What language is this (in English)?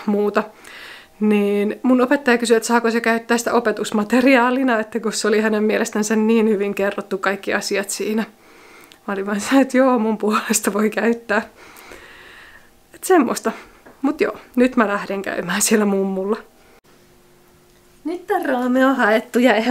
Finnish